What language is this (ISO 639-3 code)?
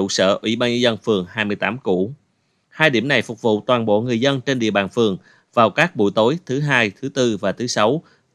vie